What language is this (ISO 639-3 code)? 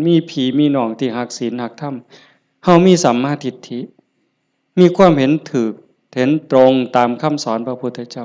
lao